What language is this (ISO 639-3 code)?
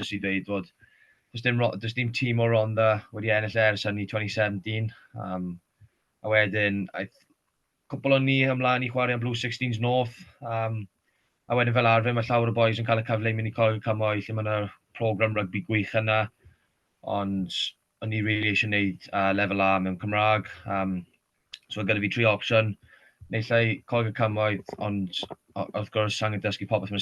cym